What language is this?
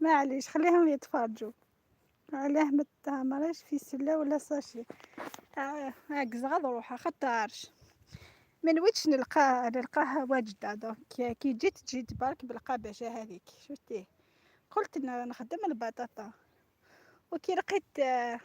Algerian Arabic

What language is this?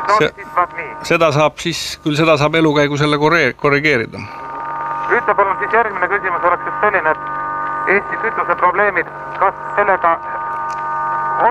Estonian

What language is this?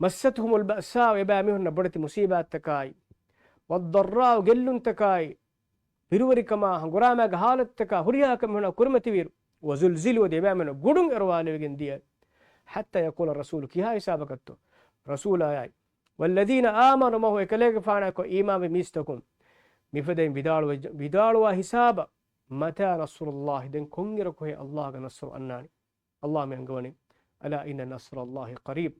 Divehi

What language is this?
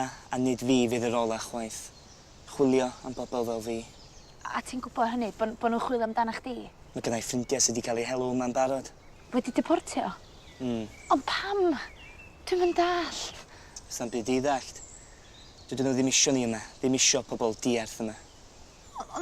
Welsh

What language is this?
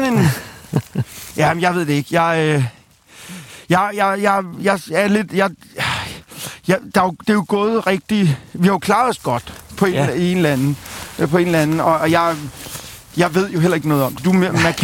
Danish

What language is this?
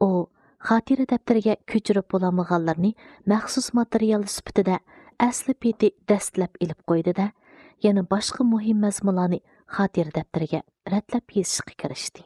Uyghur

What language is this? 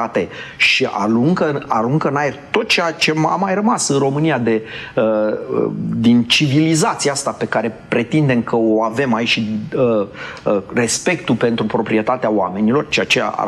Romanian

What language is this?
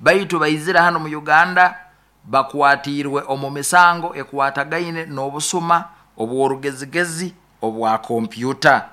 Nyoro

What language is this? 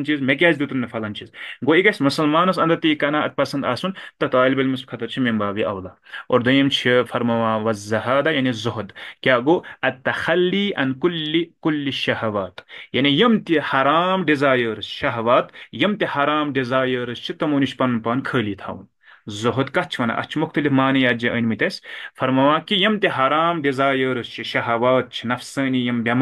Kashmiri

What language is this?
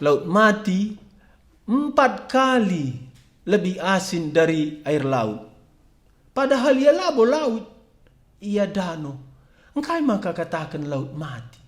Batak Karo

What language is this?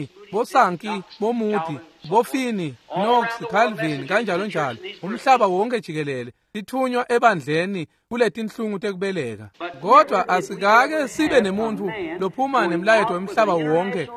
Swati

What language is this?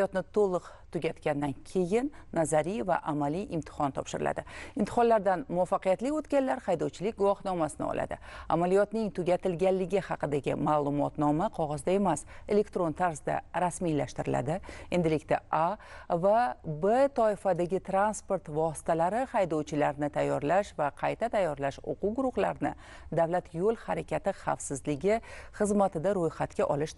Uzbek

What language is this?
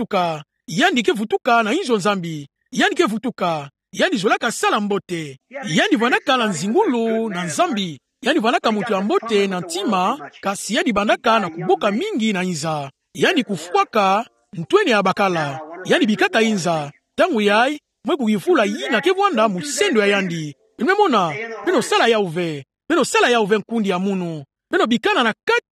Kituba (Democratic Republic of Congo)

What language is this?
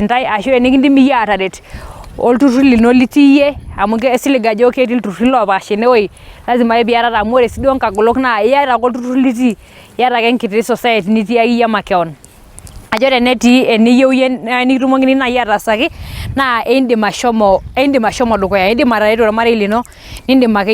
Masai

